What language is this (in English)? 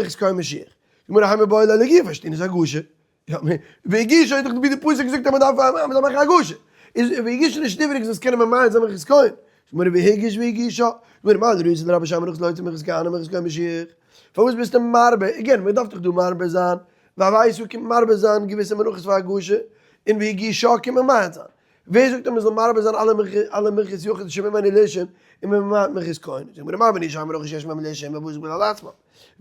Yiddish